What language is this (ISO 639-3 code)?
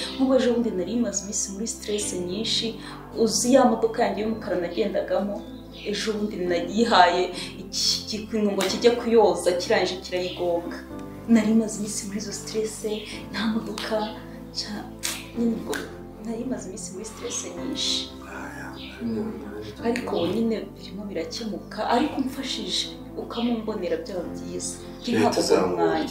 kin